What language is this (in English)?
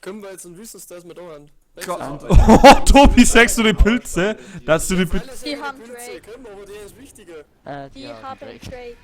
Bavarian